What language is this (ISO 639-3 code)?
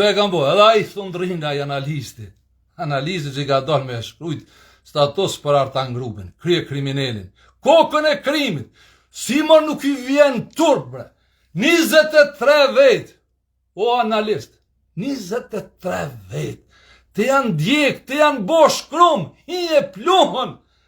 sqi